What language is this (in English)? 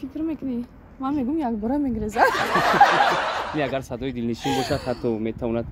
Tajik